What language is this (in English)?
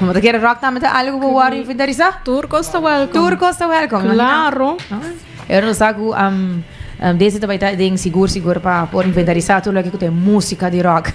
Papiamento